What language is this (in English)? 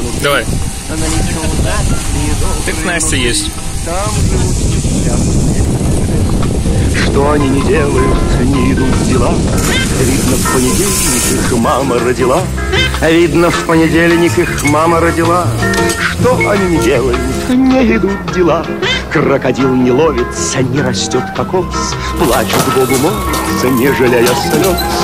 Russian